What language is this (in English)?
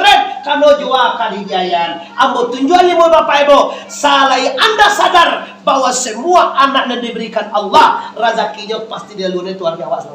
Minangkabau